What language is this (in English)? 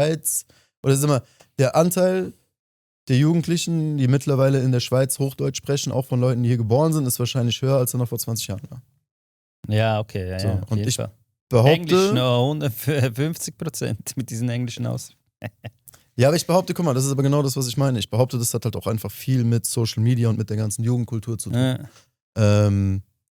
Swiss German